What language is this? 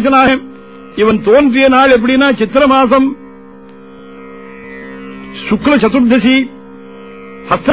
Tamil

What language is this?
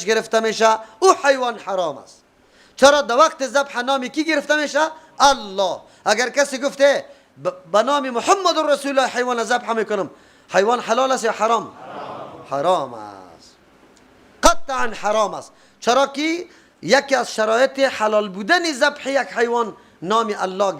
Persian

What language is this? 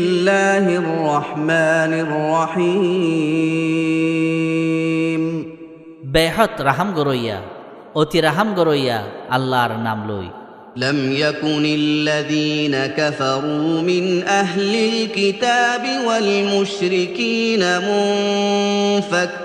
Rohingya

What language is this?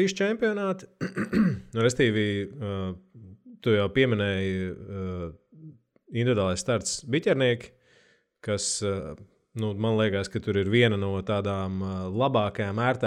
Latvian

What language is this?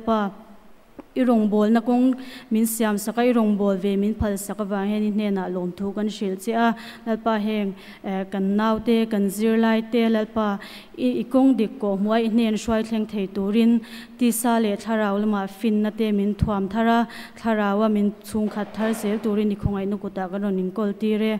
Mizo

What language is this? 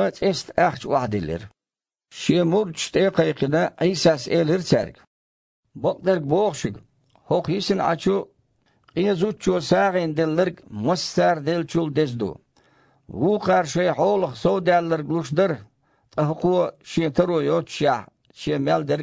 Chechen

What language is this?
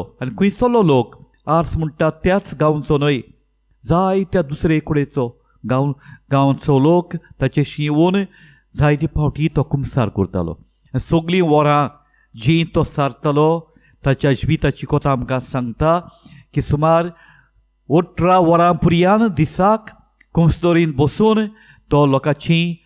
Konkani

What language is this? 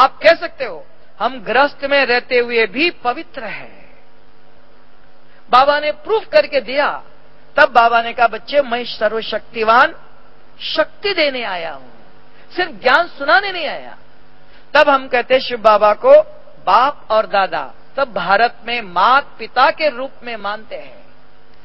Hindi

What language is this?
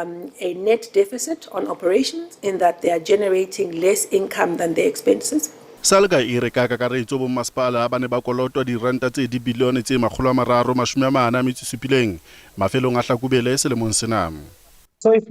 Southern Sotho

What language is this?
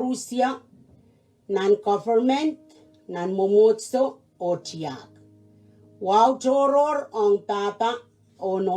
Pohnpeian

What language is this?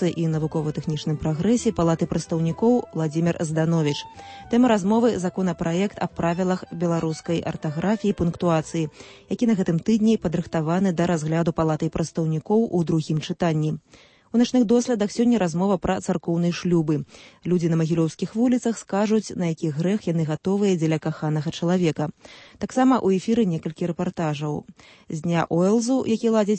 Belarusian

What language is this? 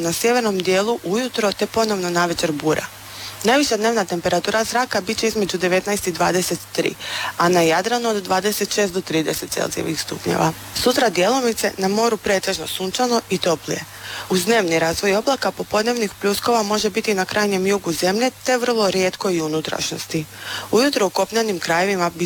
Croatian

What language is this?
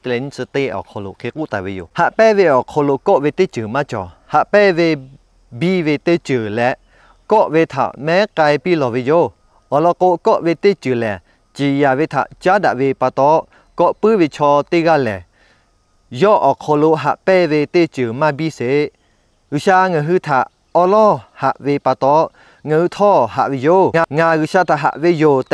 Lahu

